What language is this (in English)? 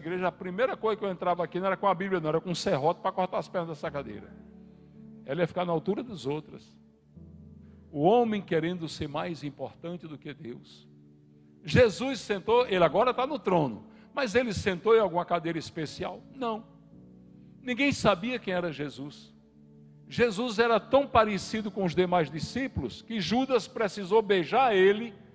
Portuguese